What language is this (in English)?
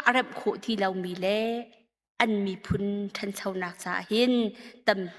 Hakha Chin